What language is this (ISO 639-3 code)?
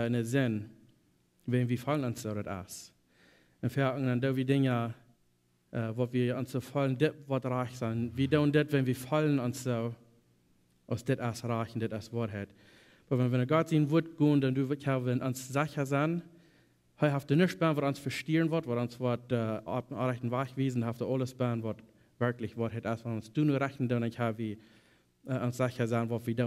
pdt